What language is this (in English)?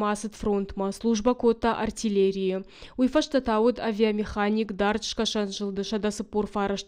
Ossetic